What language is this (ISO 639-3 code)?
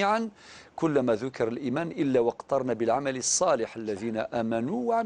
arq